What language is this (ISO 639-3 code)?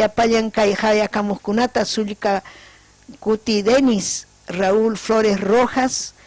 quy